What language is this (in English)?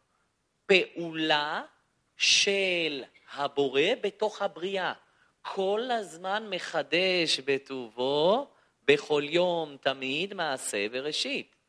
Hebrew